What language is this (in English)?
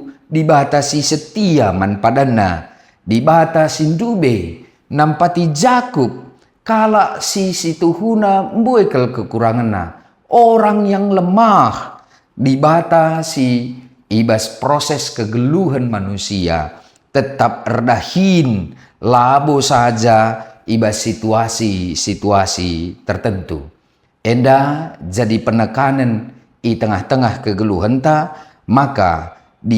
Batak Karo